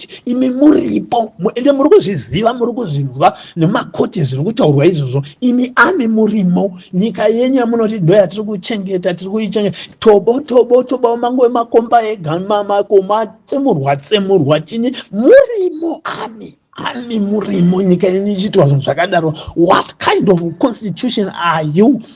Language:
Shona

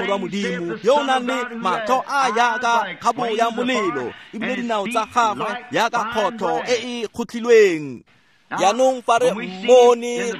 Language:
Tswana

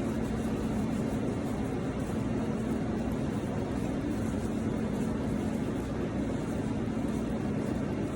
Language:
Lao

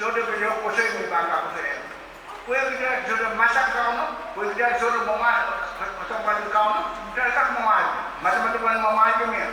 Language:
Pohnpeian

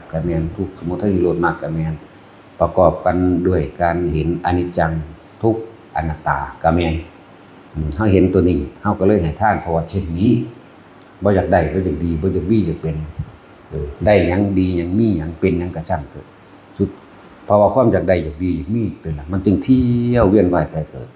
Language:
Lao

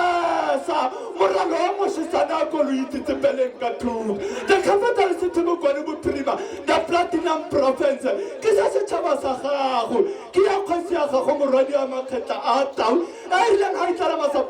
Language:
Tswana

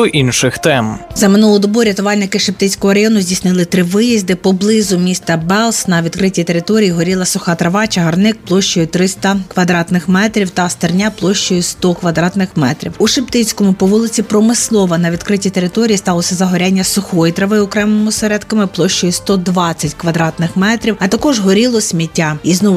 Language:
Ukrainian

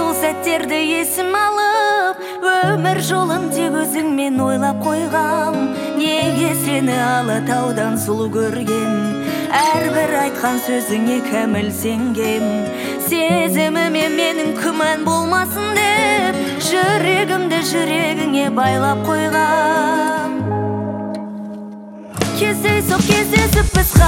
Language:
Kazakh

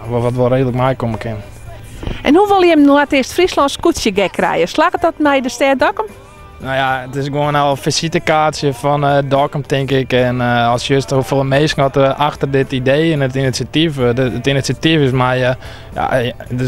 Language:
Western Frisian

